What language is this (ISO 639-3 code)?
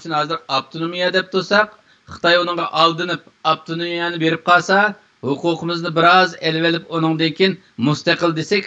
uig